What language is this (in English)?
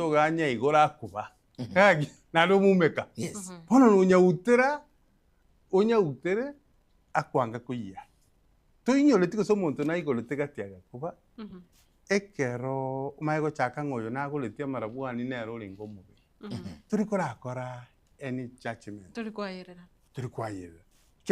Gusii